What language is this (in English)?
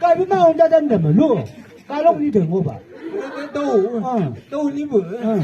Chang Naga